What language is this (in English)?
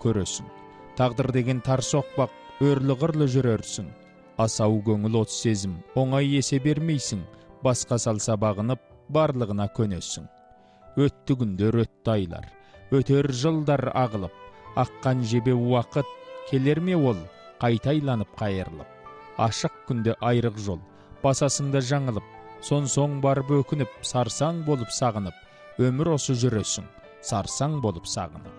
Kazakh